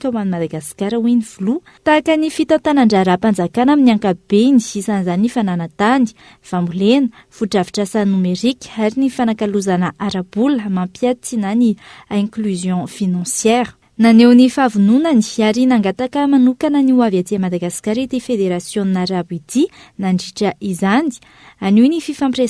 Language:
Malagasy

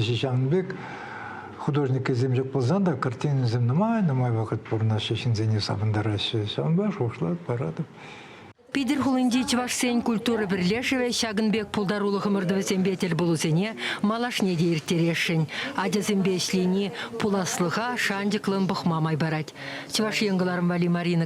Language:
Chuvash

